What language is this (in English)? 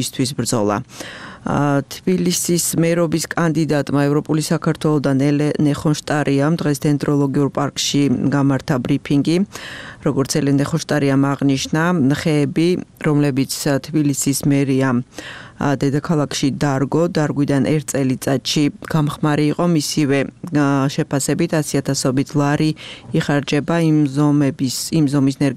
Georgian